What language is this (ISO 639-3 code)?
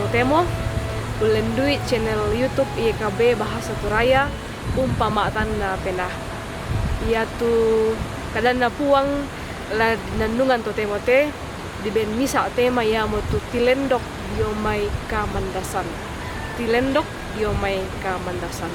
sda